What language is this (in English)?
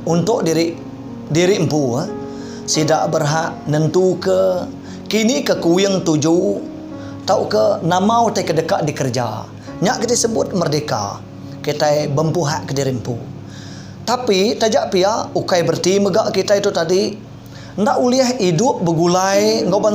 Iban